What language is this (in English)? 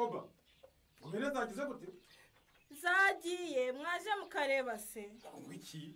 Kinyarwanda